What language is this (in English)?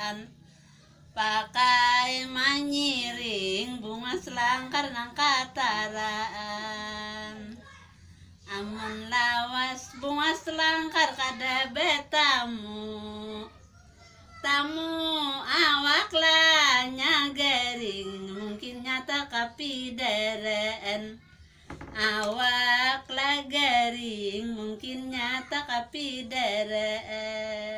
Banjar